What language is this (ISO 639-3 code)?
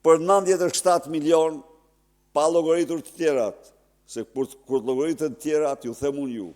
sqi